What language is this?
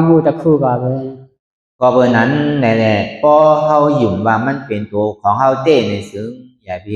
Shan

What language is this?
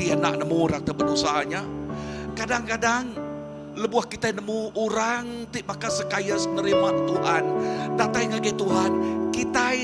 Iban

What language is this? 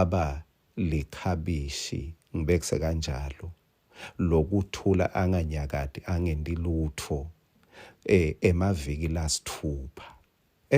Swati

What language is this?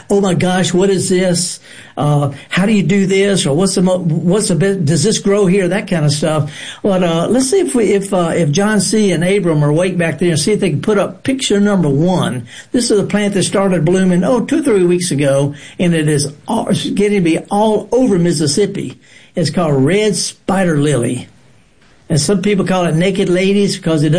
English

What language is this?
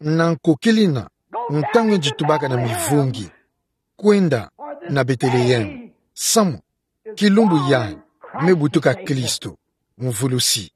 Kituba (Democratic Republic of Congo)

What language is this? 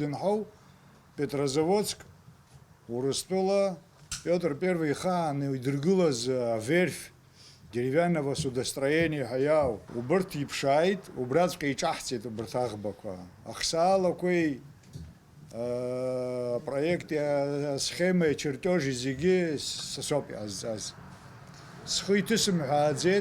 Abkhazian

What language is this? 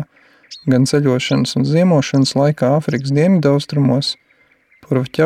Latvian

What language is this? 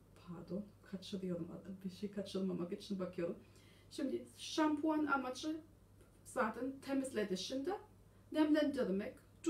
Turkish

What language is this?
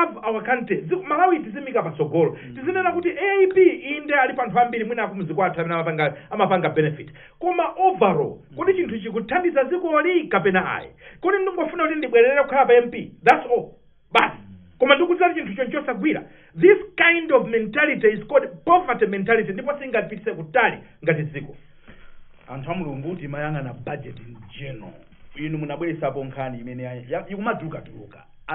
Nyanja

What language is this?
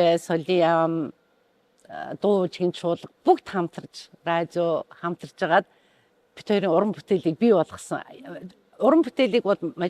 Mongolian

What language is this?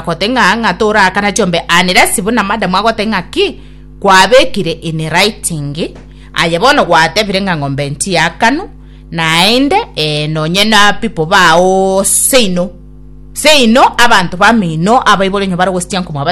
Gusii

